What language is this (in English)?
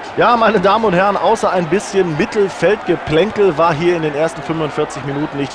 Bavarian